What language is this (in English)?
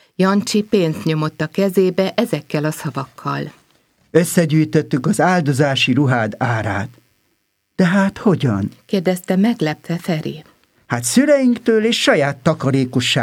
Hungarian